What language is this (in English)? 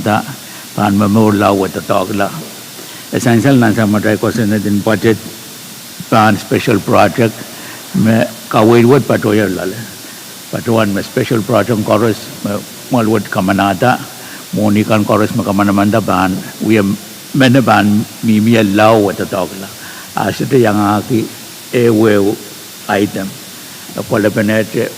Pohnpeian